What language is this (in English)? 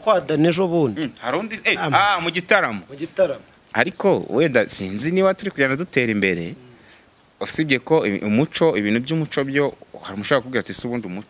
Kinyarwanda